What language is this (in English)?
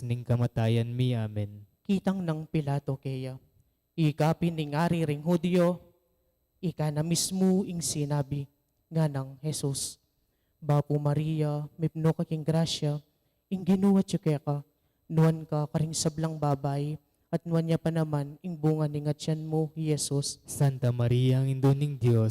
Pampanga